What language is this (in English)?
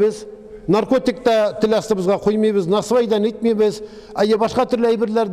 Tatar